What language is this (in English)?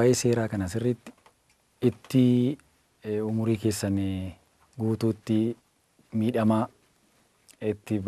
Oromo